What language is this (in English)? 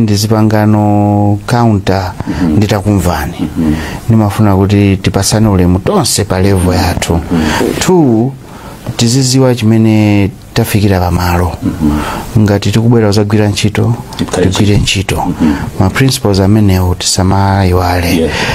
Nyanja